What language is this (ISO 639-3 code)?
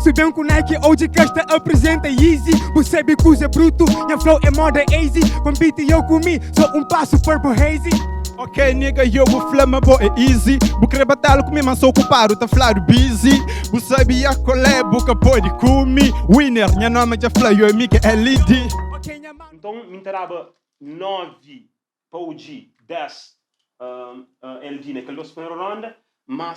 kea